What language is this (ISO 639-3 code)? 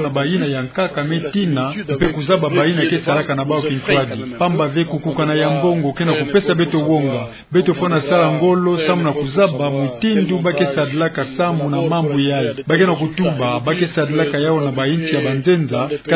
ktu